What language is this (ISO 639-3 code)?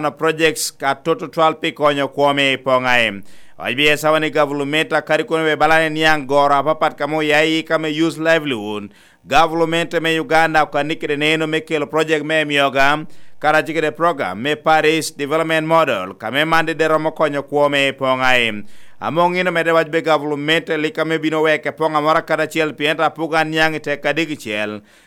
laj